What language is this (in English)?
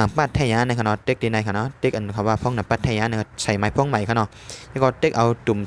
Shan